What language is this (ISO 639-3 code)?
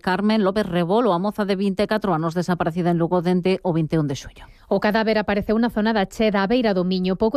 glg